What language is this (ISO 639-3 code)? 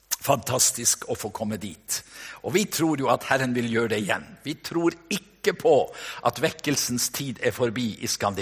nor